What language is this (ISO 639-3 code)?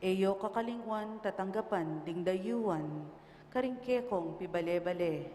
pam